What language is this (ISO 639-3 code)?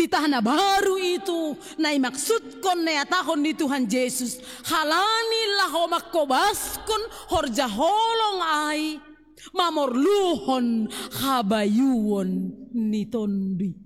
bts